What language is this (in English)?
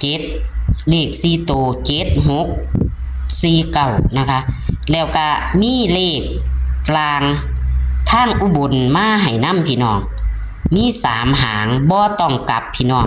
Northeastern Thai